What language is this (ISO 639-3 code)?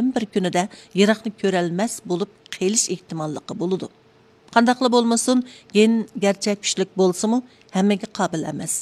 uig